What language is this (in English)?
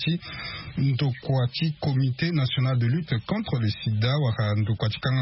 Sango